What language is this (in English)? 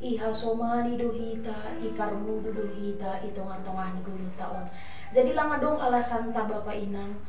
Batak Simalungun